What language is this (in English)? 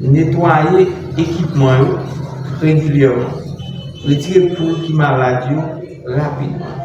Haitian Creole